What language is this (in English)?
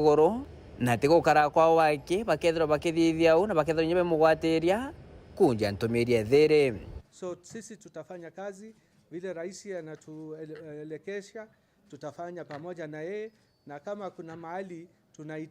Meru